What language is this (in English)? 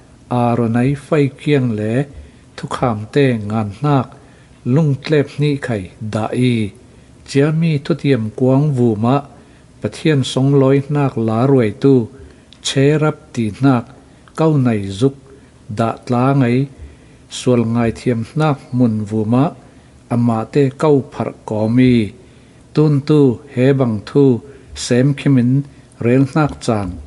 Falam Chin